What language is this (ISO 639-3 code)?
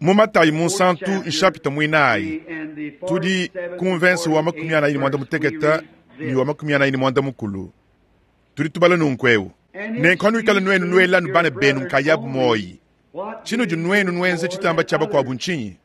lua